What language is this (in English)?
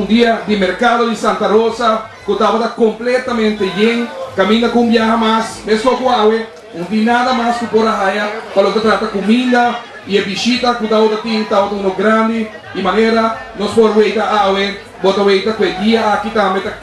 Papiamento